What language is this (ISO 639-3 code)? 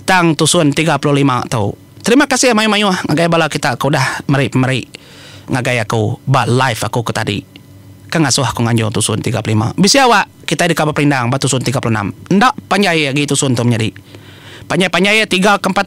iba